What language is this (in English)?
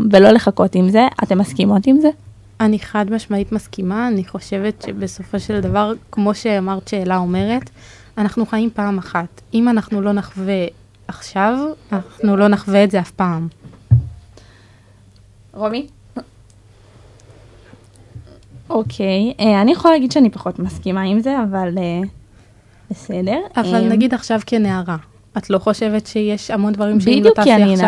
Hebrew